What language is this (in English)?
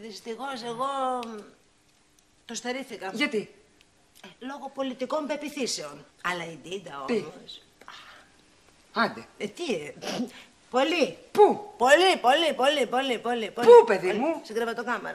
Greek